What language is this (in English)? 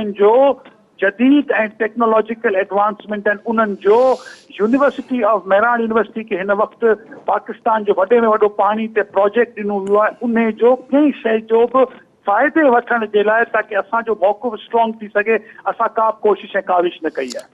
Sindhi